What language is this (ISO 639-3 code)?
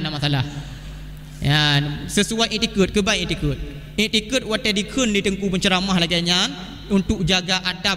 ace